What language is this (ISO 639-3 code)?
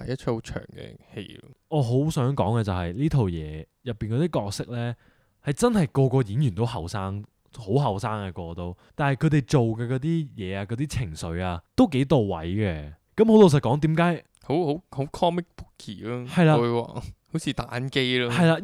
yue